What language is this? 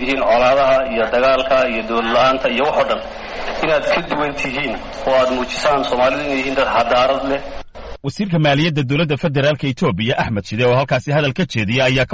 Somali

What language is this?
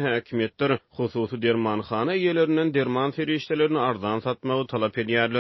Turkmen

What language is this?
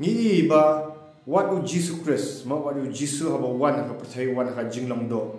Khasi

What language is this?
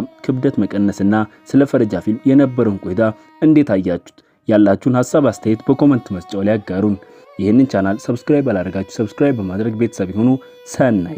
Amharic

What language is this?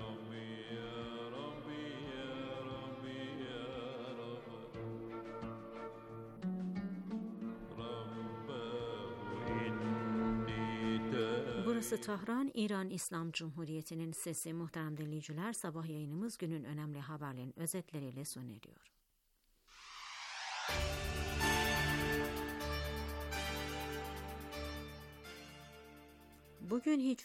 Turkish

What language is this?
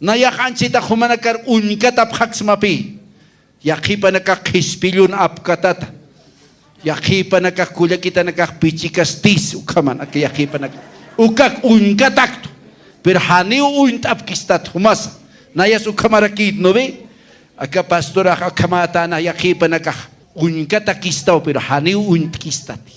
Aymara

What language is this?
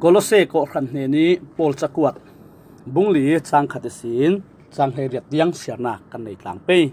Falam Chin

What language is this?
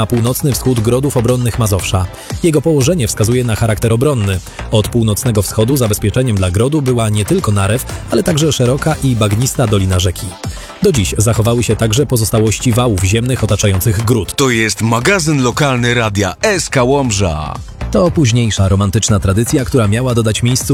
Polish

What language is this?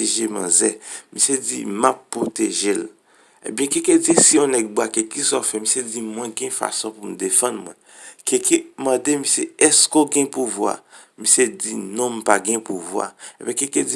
Haitian Creole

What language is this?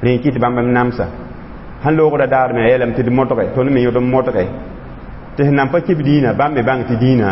Mossi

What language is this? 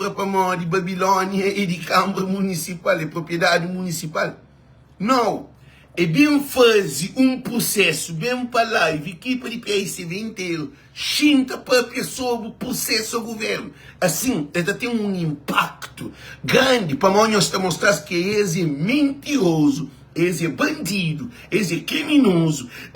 Kabuverdianu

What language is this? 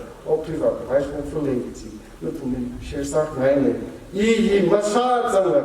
Tangkhul Naga (India)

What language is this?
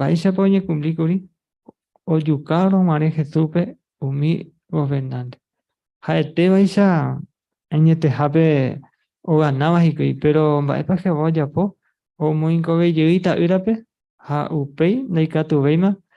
Guarani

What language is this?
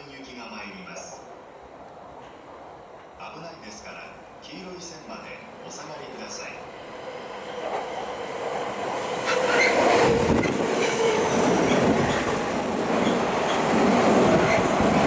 Japanese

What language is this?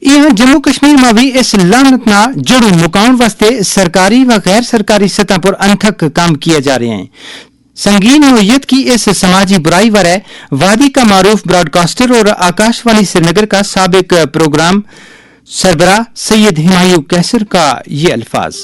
Gujari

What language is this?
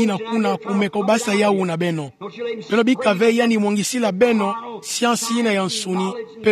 Kituba (Democratic Republic of Congo)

